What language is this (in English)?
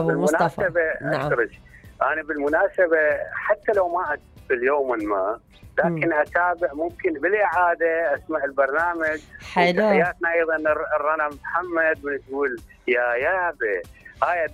Mesopotamian Arabic